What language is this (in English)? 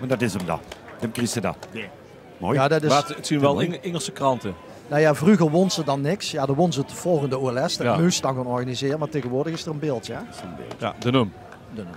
Limburgish